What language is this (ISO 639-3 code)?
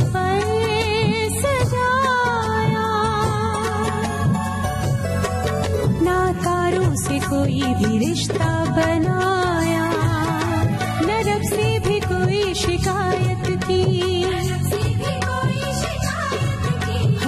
hin